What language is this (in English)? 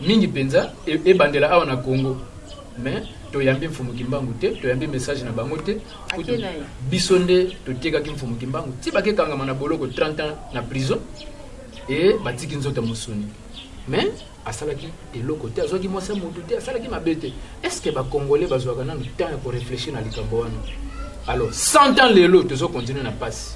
Lingala